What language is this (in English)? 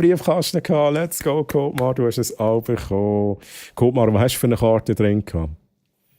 Swiss German